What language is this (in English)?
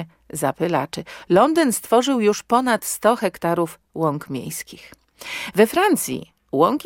Polish